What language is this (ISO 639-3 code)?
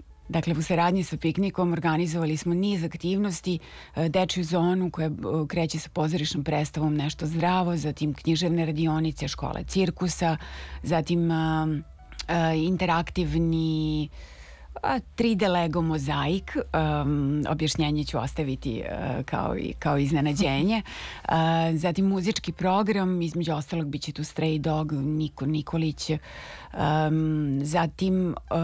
srp